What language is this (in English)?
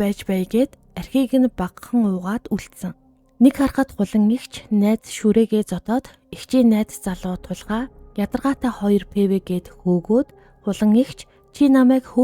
Mongolian